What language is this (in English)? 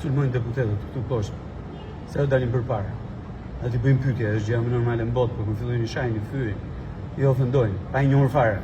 Albanian